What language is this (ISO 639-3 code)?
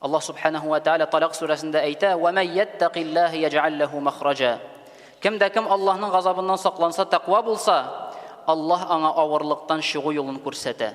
tat